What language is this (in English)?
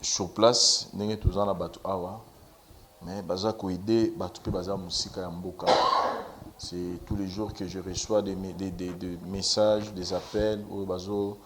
Lingala